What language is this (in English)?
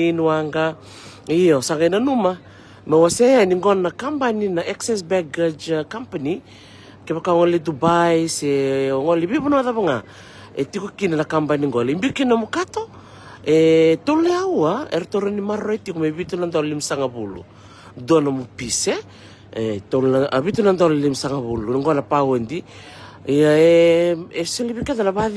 Fijian